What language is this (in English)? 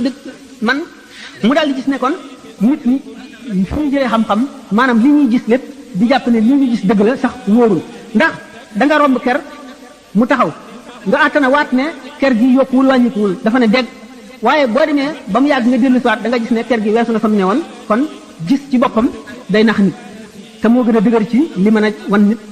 Wolof